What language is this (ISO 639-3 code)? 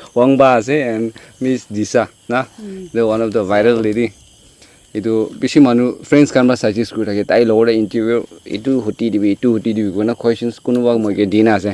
nag